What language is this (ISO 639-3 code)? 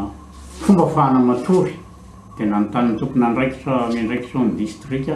mlg